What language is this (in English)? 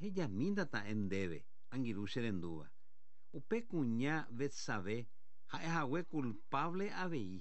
Guarani